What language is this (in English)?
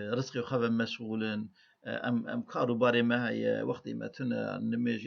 Kurdish